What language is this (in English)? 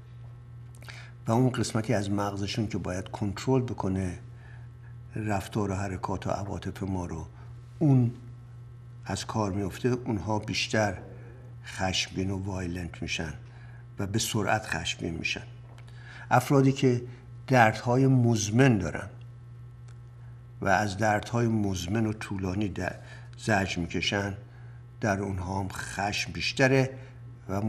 Persian